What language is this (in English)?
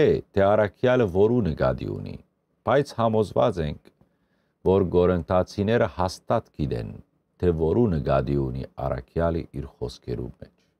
Western Armenian